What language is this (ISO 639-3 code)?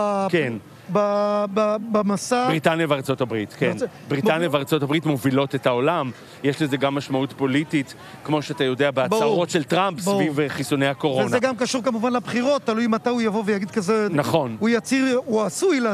heb